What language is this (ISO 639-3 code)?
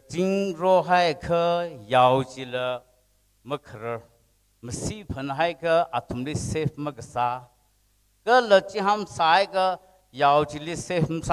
nmf